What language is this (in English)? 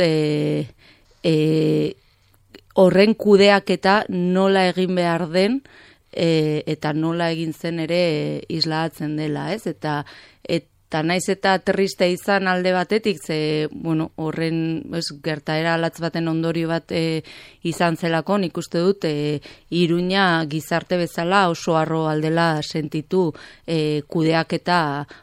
Basque